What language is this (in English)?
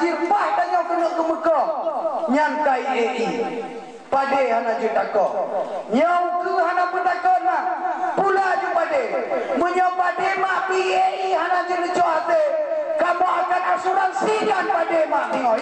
Achinese